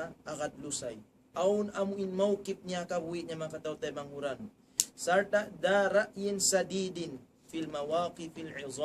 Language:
Tausug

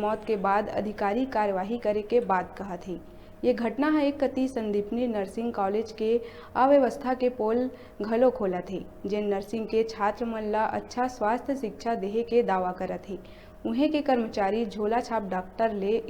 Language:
Chhattisgarhi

